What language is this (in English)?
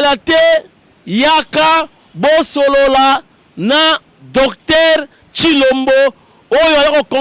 Lingala